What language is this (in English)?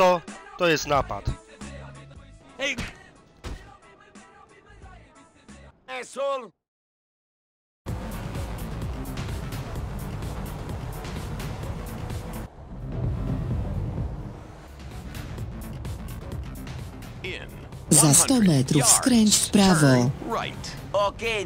Polish